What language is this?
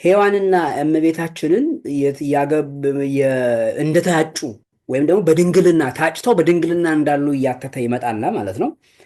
Amharic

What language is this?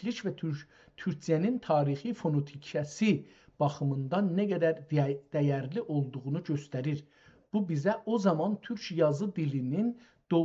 South Azerbaijani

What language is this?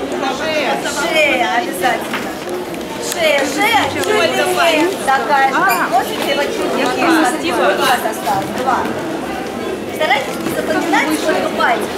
Russian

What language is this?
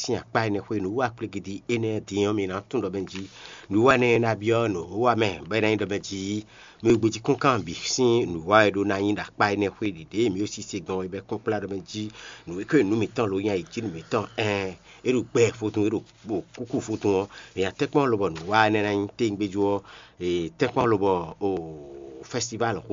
Fon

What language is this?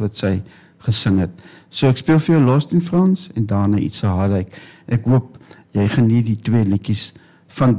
Afrikaans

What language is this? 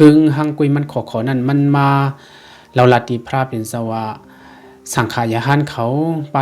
Shan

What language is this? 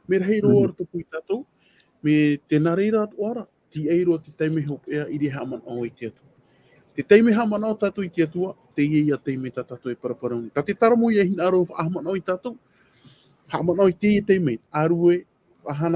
Tahitian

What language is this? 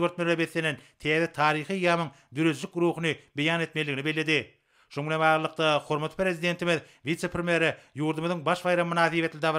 Turkmen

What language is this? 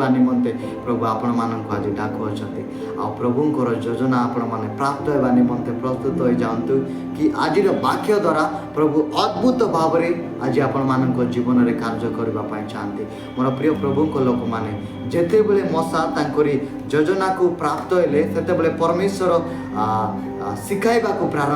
Odia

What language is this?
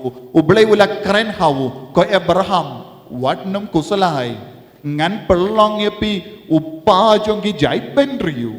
Khasi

